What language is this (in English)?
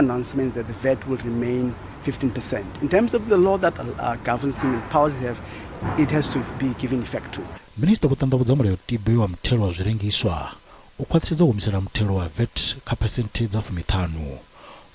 Venda